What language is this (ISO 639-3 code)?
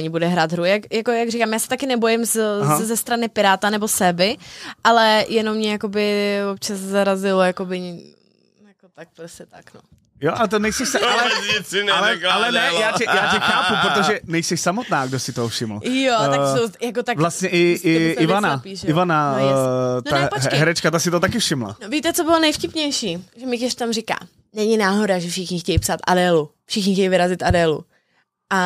ces